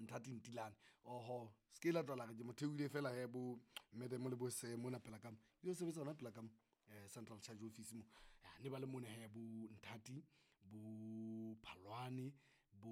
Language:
Southern Sotho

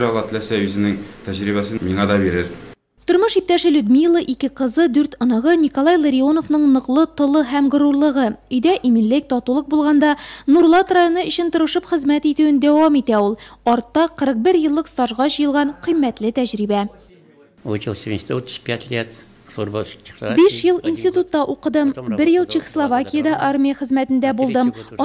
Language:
Tatar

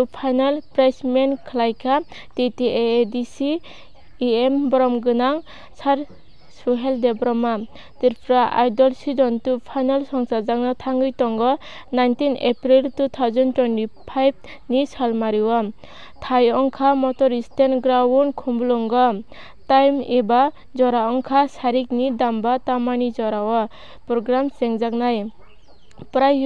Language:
Kok Borok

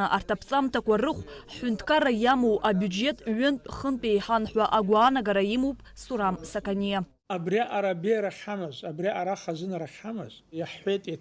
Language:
Abkhazian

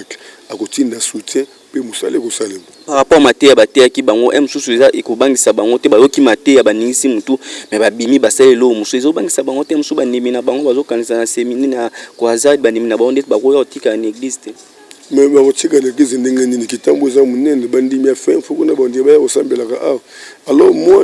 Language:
Lingala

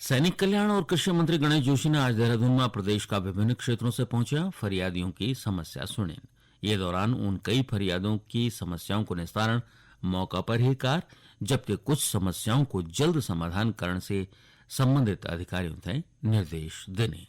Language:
Garhwali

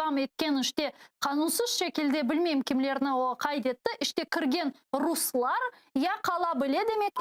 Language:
Crimean Tatar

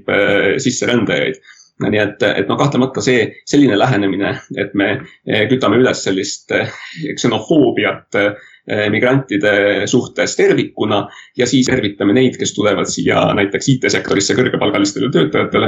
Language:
Estonian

